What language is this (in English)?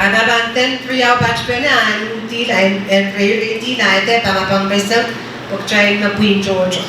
Pohnpeian